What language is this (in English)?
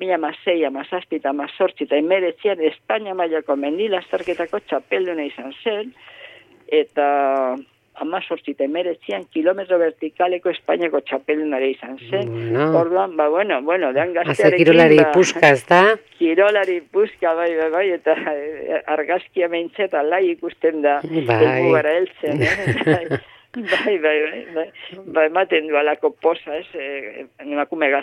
Basque